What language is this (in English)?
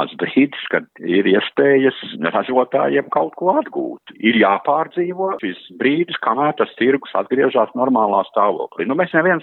Latvian